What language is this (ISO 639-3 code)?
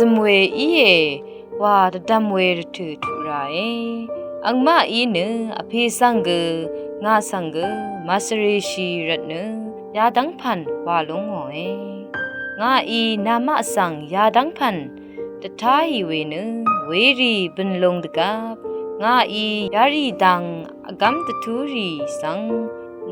raw